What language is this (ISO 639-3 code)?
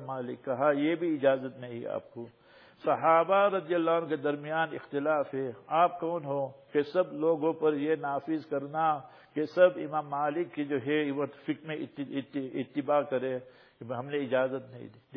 urd